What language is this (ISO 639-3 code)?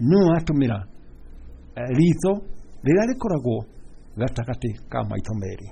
kik